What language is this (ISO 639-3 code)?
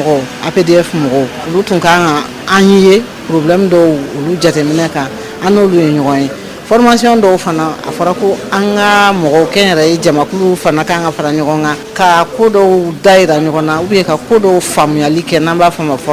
bam